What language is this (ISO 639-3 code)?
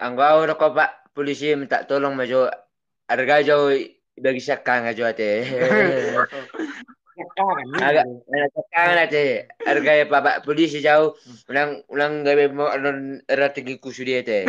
bbc